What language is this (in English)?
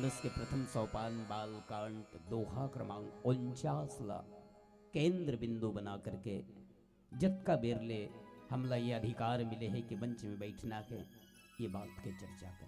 Chhattisgarhi